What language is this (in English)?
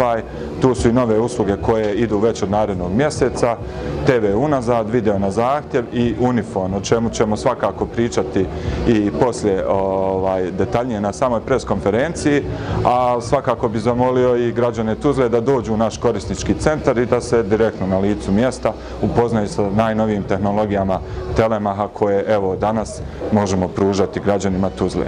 Bosnian